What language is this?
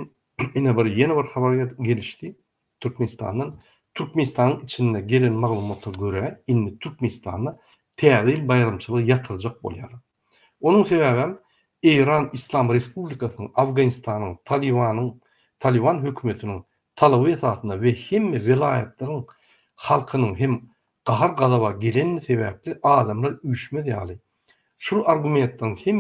Turkmen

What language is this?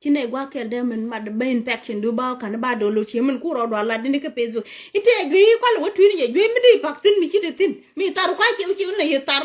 Nuer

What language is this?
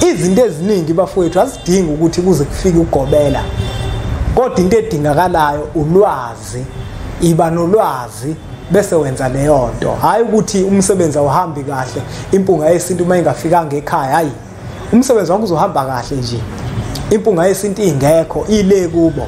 Zulu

